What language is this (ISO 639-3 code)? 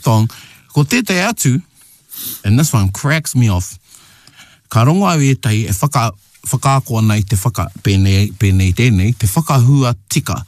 mri